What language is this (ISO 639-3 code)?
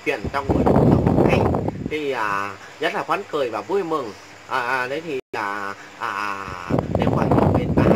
vie